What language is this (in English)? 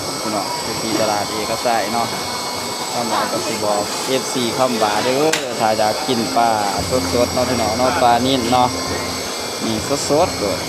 Northeastern Thai